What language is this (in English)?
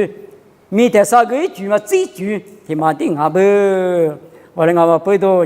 Lisu